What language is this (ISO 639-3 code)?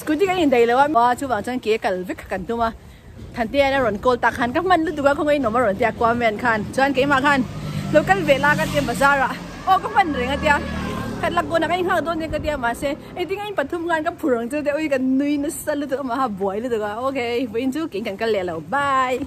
lus